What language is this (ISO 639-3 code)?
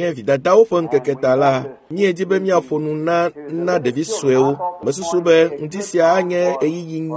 ewe